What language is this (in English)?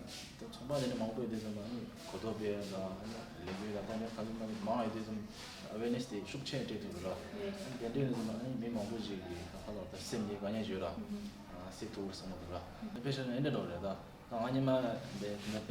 Tibetan